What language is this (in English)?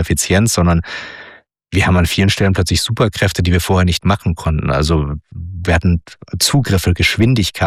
German